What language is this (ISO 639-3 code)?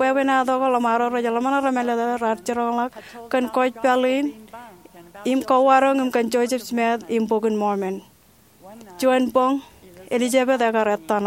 mah